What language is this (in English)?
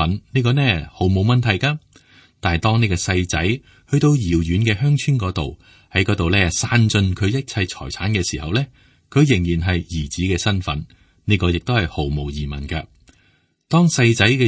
Cantonese